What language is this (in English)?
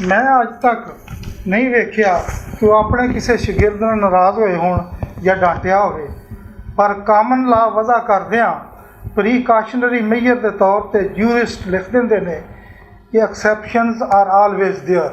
Western Panjabi